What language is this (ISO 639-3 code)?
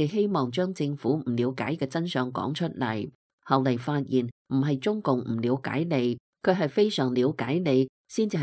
yue